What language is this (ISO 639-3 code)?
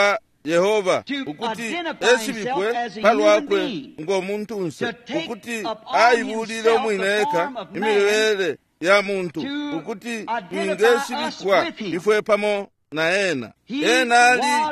bem